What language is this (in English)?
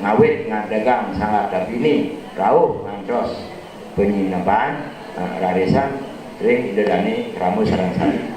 Balinese